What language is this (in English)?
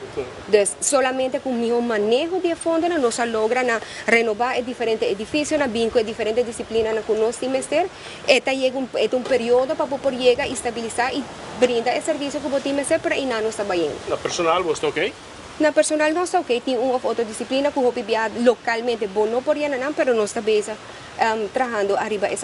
Papiamento